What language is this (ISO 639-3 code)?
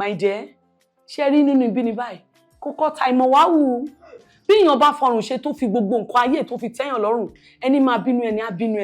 yor